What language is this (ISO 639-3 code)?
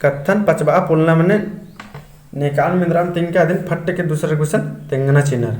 kru